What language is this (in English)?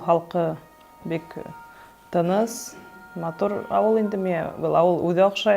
Bashkir